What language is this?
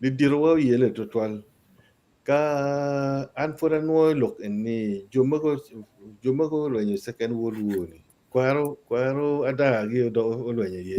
Acoli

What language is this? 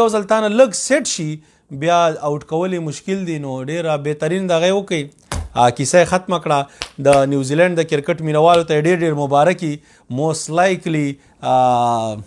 Pashto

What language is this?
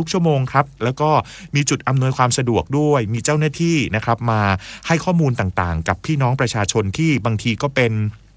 Thai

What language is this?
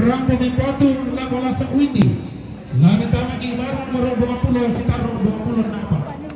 Toraja-Sa'dan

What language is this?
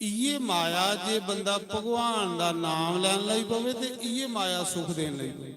Dogri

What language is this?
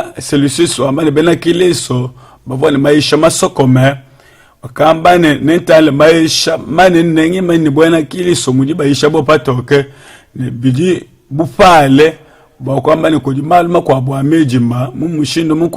Luba-Lulua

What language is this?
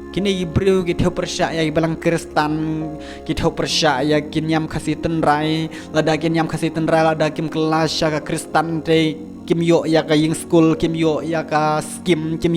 Khasi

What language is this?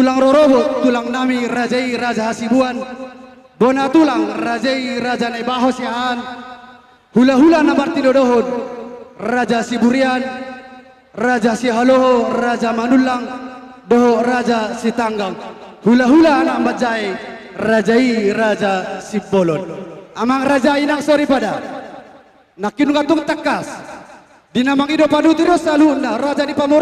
Batak Toba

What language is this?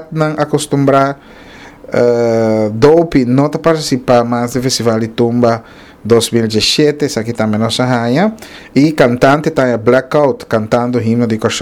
Papiamento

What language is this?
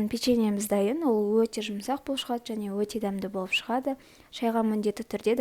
Kazakh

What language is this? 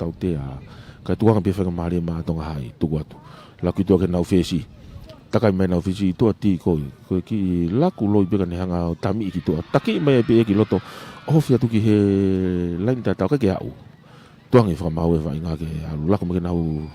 Tongan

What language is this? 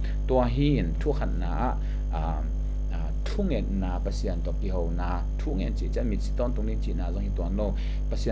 Tedim Chin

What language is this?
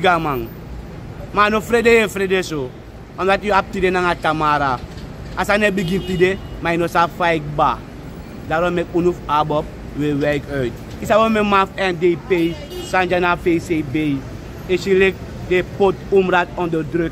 Sranan Tongo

